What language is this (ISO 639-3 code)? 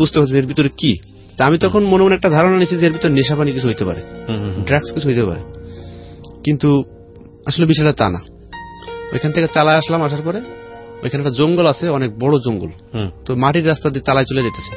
ben